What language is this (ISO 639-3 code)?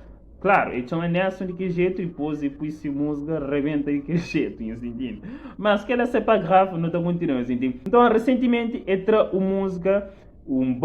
kea